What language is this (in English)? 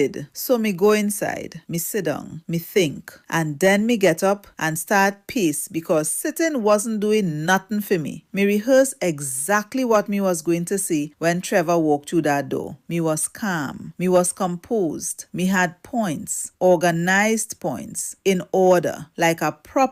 Jamaican Creole English